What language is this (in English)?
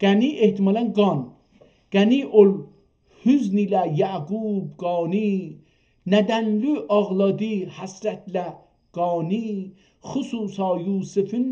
South Azerbaijani